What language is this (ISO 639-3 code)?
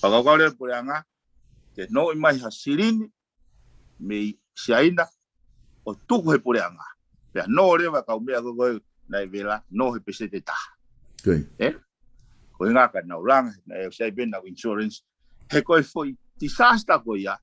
ton